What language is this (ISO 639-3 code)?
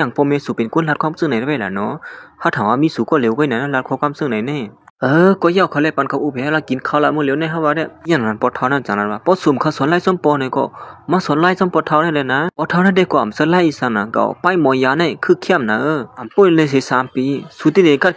shn